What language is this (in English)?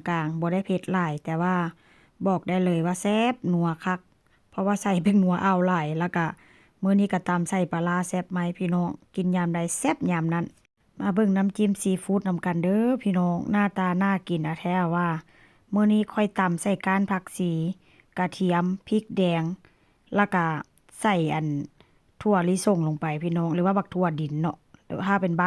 Northeastern Thai